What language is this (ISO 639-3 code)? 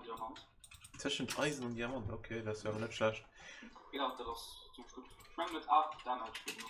ltz